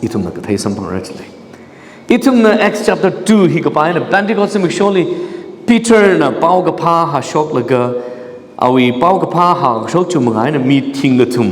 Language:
Tangkhul Naga (India)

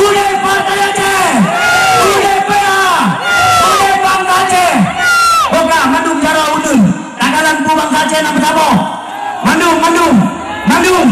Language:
Achinese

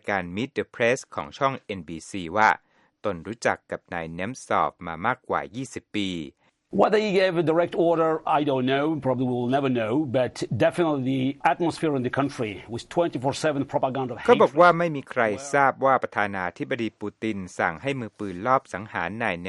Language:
Thai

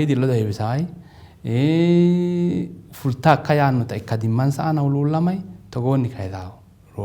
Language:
Sidamo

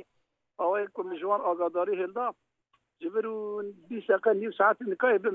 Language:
Kurdish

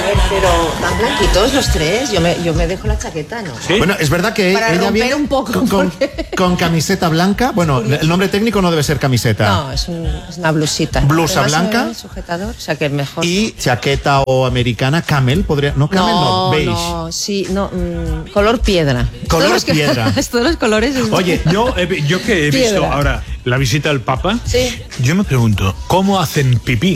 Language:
Spanish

